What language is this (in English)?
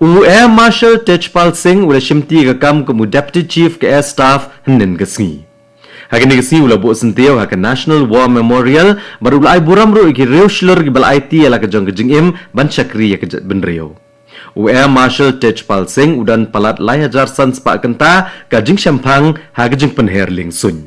Khasi